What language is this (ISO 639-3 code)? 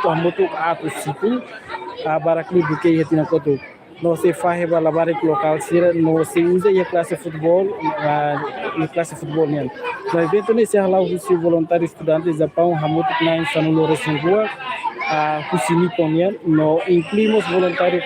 tet